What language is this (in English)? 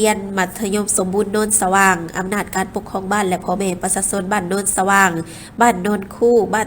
Lao